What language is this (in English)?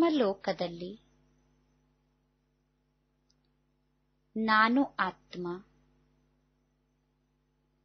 Kannada